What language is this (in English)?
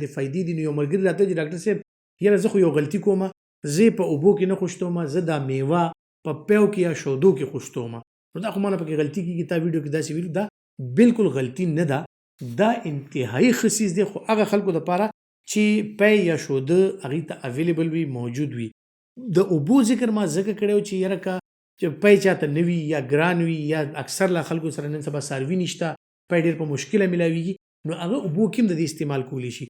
Pashto